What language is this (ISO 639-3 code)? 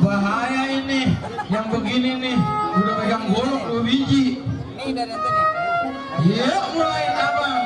bew